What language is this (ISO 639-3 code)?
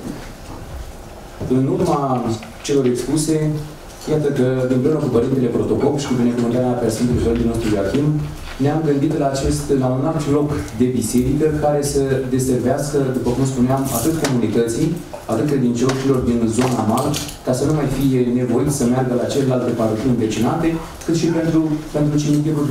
ron